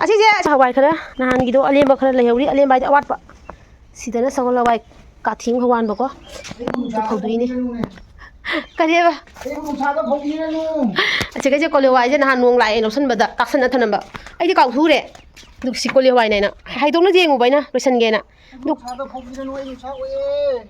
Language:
Manipuri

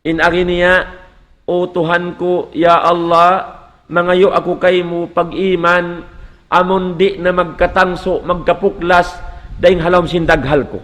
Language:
Tausug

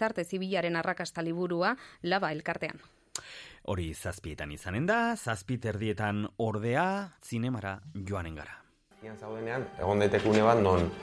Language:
Basque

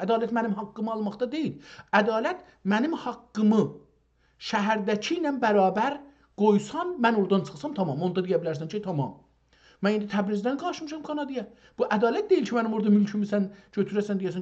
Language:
South Azerbaijani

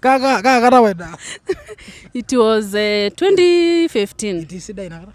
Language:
Masai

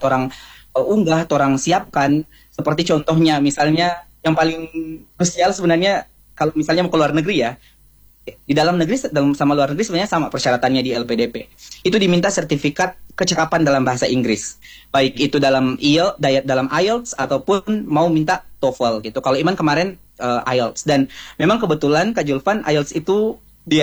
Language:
Indonesian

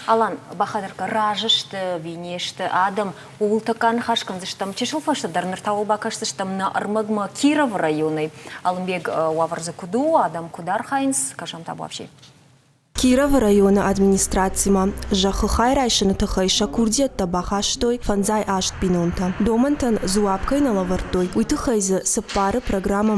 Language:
Ossetic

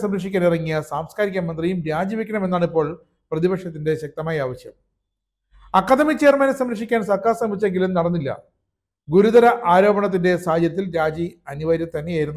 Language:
Malayalam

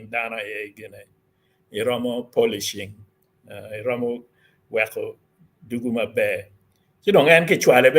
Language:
Acoli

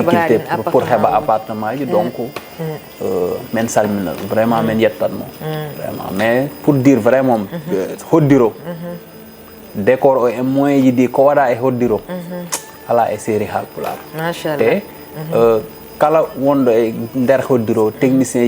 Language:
Fula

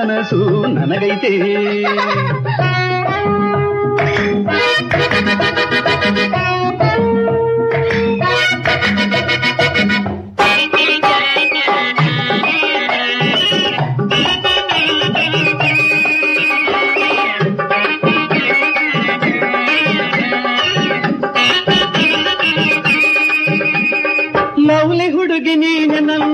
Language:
Kannada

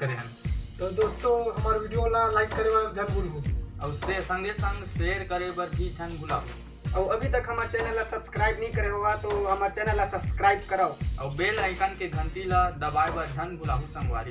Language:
Chhattisgarhi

